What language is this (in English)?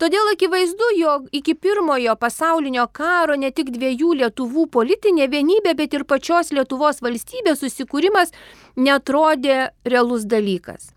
Lithuanian